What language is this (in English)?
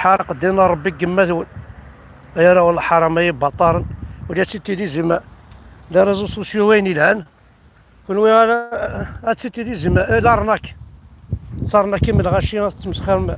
Kabyle